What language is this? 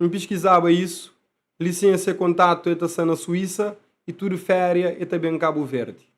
Kabuverdianu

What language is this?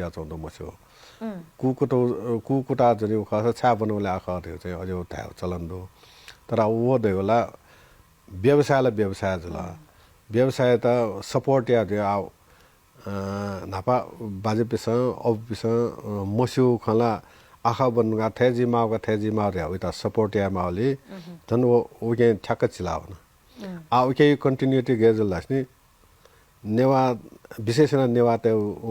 Newari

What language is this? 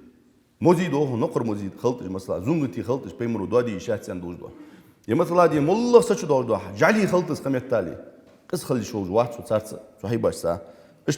Ingush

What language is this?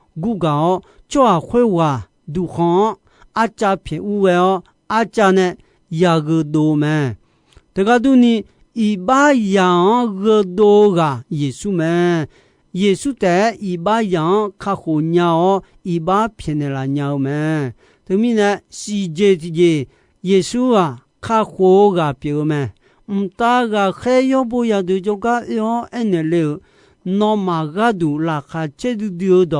Akha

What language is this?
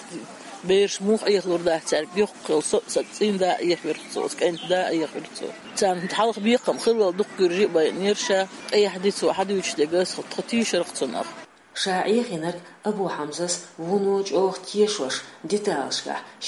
Chechen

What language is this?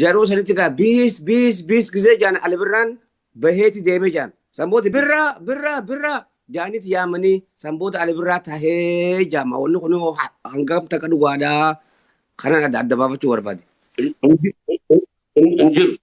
Oromo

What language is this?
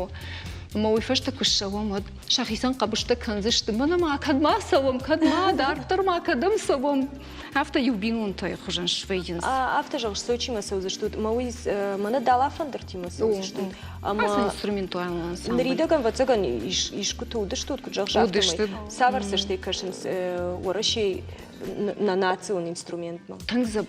Ossetic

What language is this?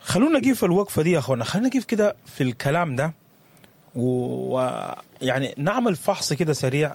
Sudanese Arabic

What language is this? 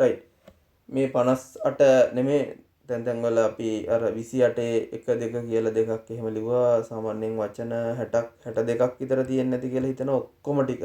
Sinhala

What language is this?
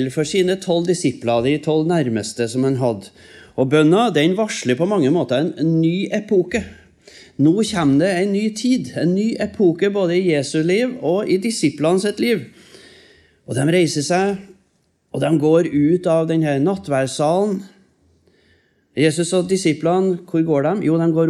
Norwegian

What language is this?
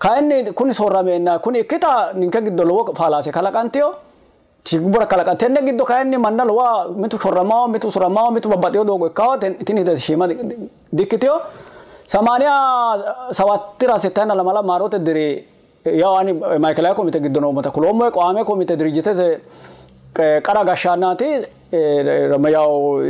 Sidamo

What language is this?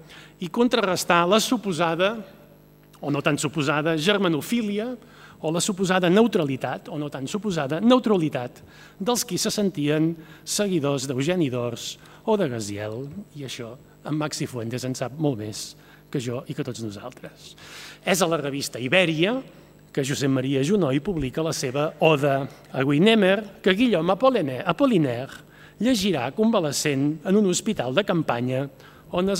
Catalan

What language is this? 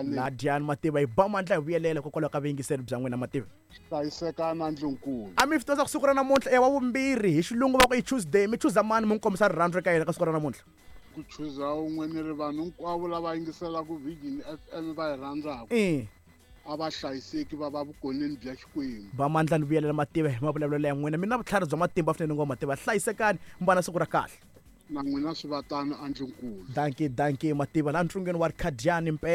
Tsonga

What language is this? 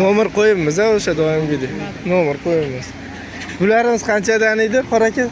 Uzbek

